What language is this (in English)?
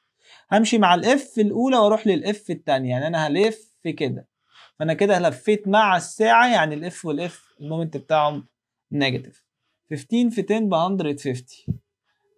Egyptian Arabic